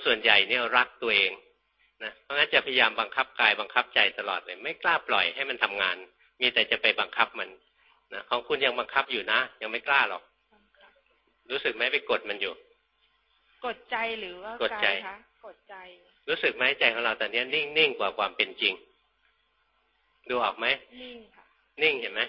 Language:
Thai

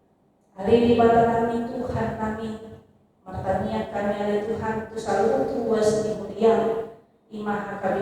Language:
Batak Toba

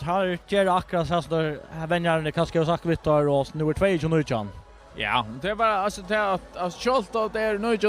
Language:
Faroese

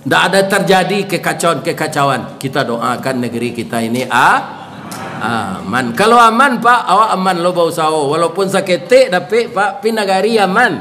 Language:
Minangkabau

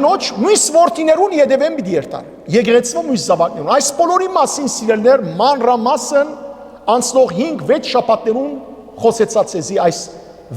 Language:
Western Armenian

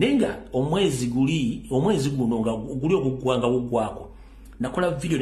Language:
Ganda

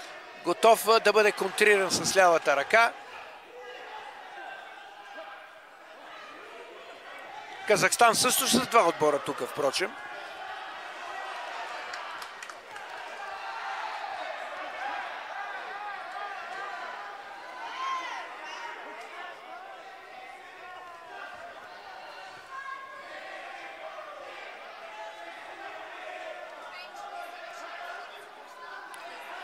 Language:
Bulgarian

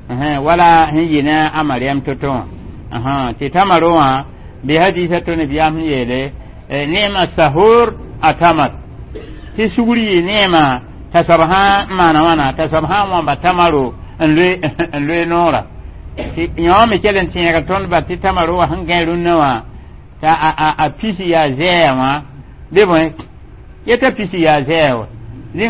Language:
Mossi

